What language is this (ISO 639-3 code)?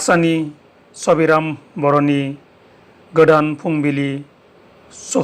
brx